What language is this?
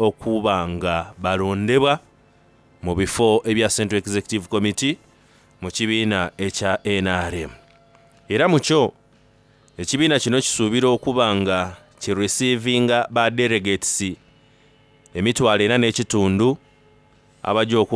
Soga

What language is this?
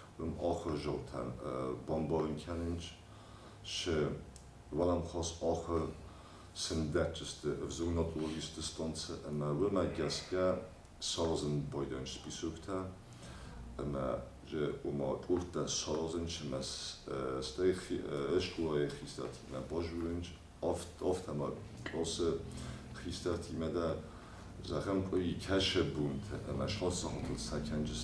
Ossetic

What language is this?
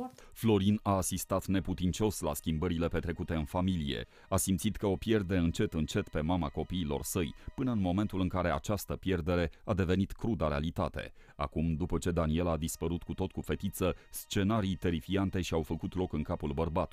Romanian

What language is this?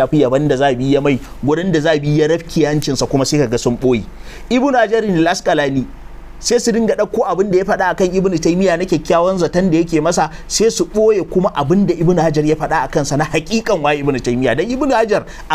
Hausa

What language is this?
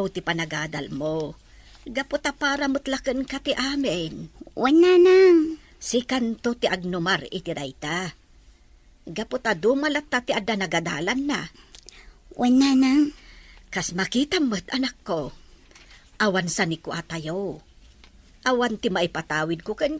Iloko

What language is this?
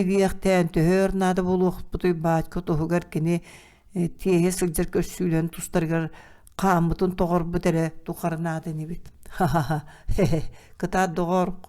Yakut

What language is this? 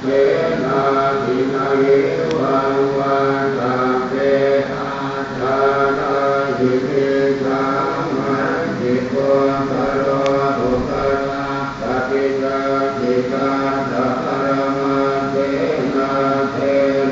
Pali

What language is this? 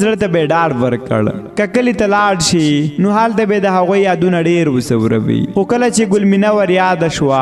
Pashto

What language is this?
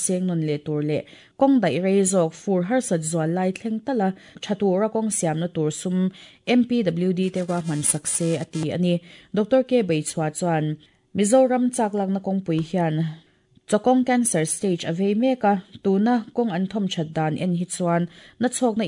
Mizo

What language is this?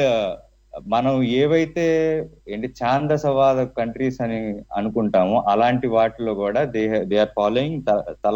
Telugu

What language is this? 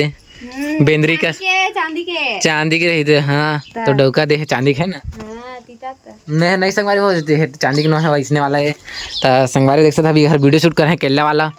Chhattisgarhi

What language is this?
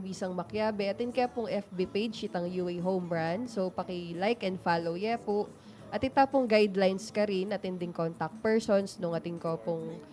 Pampanga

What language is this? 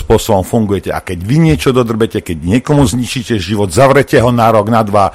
Slovak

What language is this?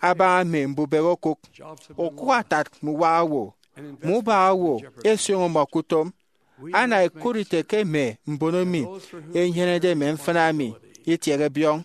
Efik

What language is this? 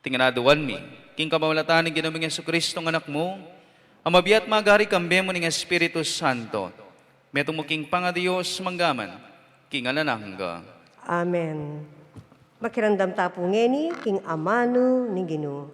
Pampanga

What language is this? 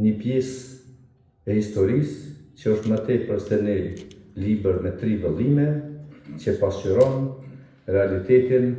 Albanian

